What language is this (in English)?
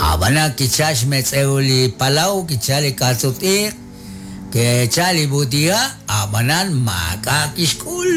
Kekchí